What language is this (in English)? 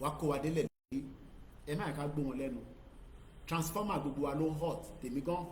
Yoruba